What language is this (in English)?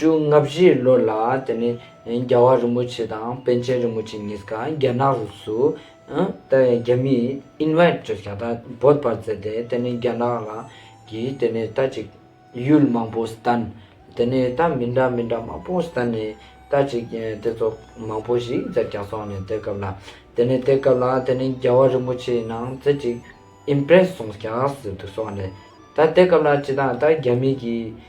Ladakhi